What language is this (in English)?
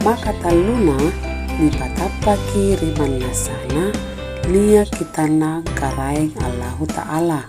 Makasar